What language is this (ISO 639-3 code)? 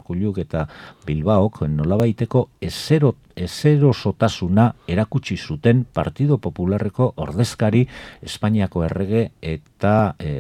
eus